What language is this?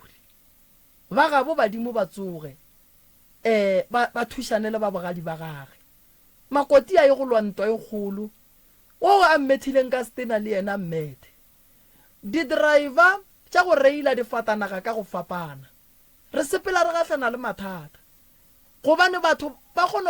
Northern Sotho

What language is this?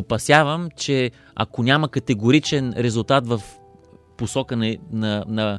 Bulgarian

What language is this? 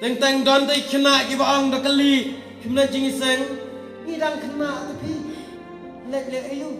Khasi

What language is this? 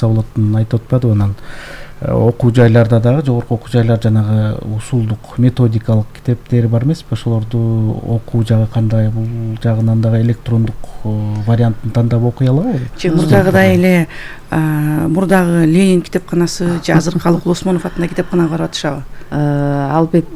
Kyrgyz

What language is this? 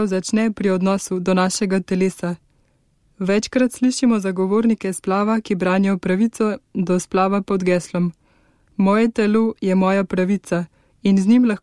Slovenian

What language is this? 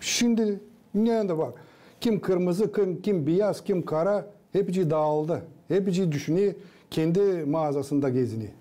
Gagauz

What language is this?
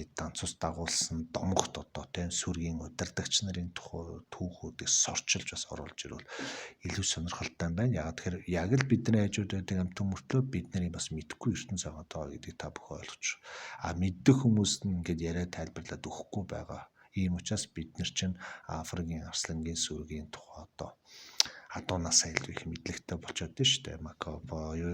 Mongolian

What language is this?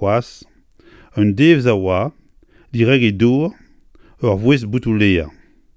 Breton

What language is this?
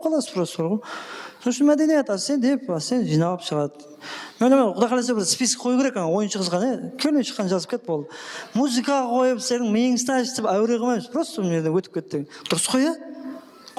Kara-Kalpak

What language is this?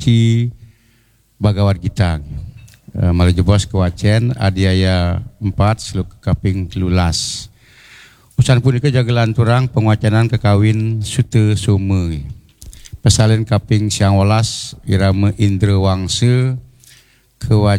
Balinese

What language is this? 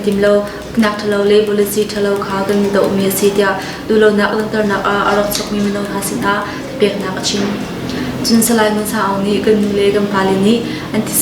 Hakha Chin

